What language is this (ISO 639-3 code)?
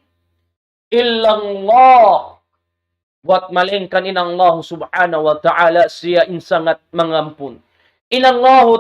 tsg